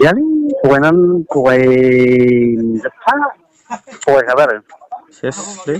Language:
Bodo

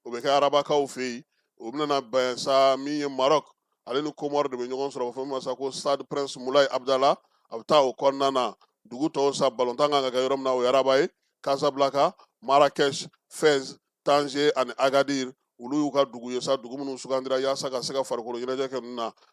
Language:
Bambara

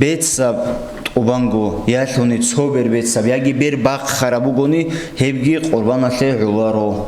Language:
Avaric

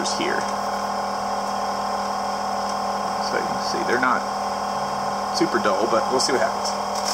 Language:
English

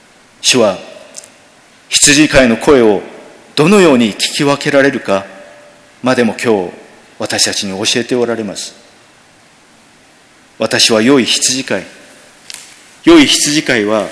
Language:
Japanese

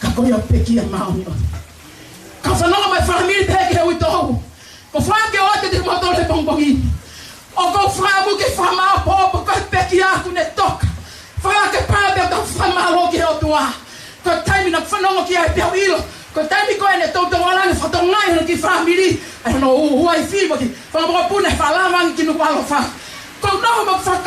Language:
Tongan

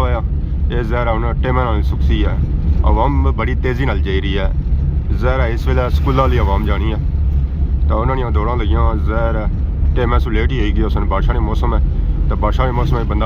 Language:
Pahari-Potwari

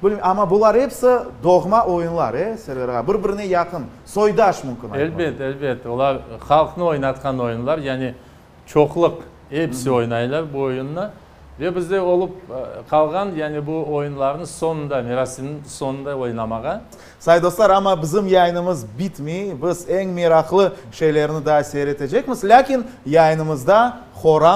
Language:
Crimean Tatar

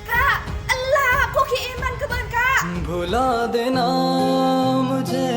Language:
Madurese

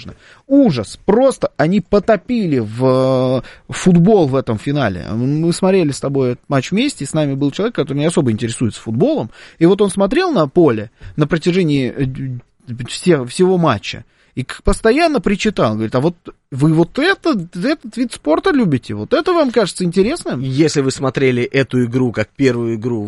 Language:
Russian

